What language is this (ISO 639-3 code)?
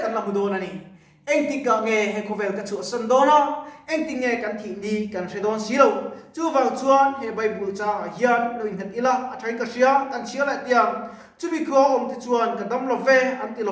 lus